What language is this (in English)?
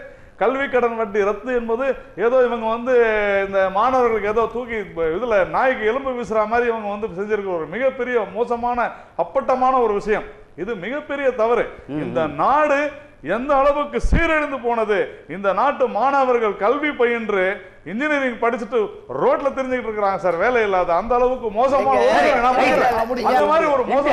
Tamil